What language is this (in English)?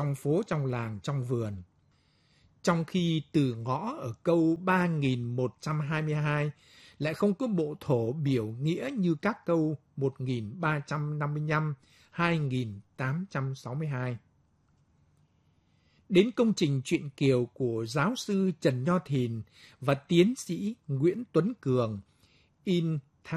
Vietnamese